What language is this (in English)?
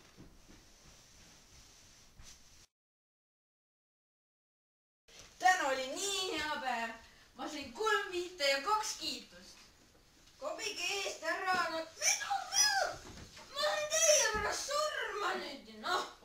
Estonian